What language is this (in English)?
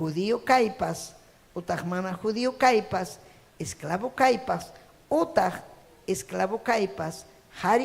Ayacucho Quechua